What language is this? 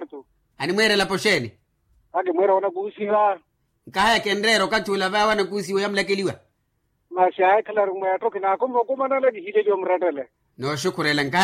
Makhuwa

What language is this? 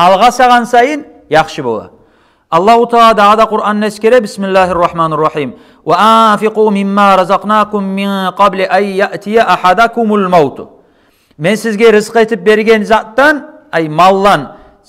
Kumyk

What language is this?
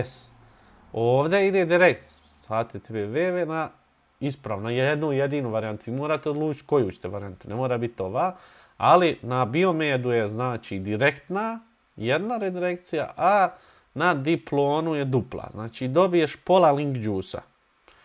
Bosnian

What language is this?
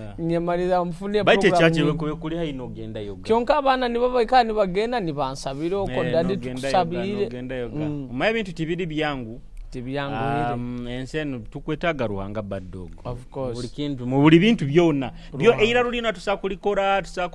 Nyoro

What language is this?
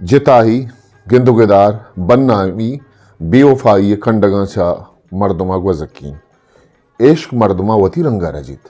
Eastern Balochi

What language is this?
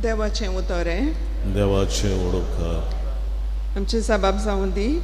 Konkani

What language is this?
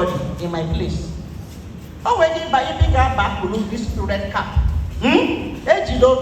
Igbo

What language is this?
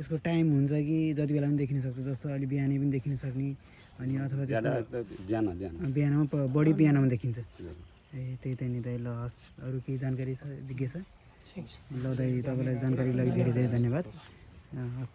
Nepali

